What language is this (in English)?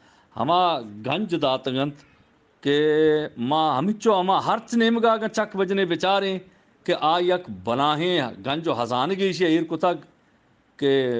Eastern Balochi